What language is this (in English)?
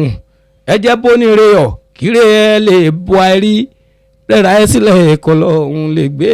Yoruba